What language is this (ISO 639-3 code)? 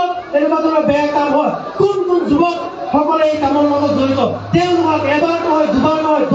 asm